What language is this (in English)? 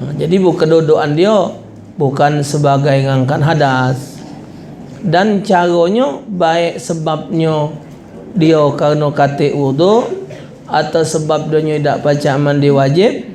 Musi